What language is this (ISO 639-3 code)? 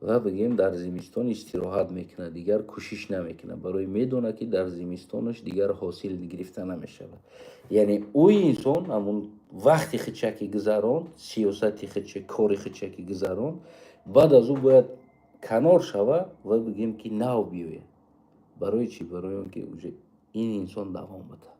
tgk